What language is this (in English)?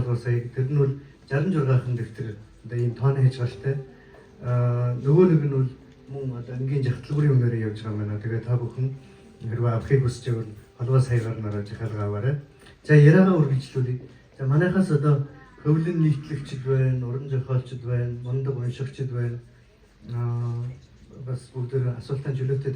Mongolian